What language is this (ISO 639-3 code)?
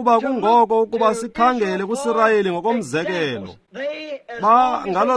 xho